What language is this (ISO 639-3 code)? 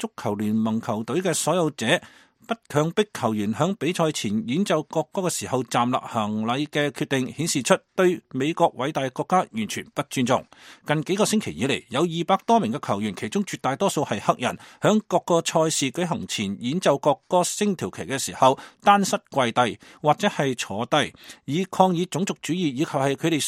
yue